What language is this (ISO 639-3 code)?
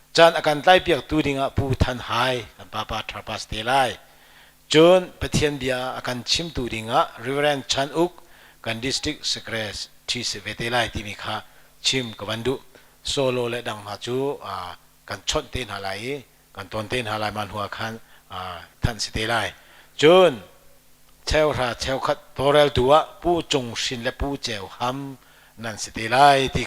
cnh